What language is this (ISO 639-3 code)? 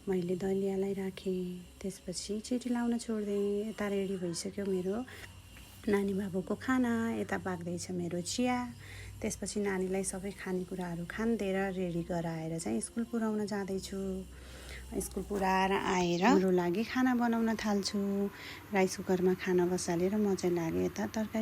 nep